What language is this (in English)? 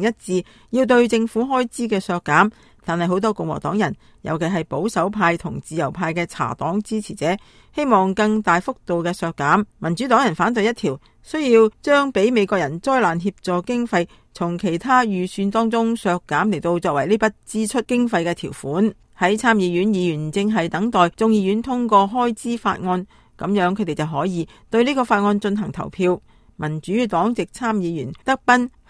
Cantonese